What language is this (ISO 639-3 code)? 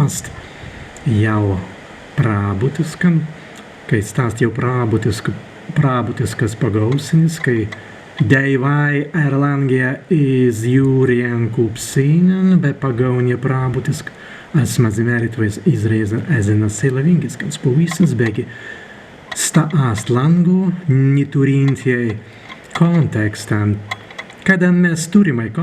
prg